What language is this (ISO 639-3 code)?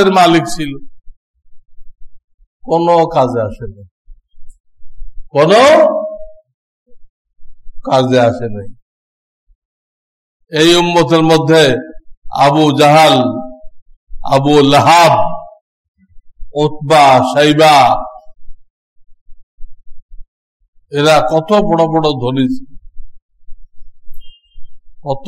ben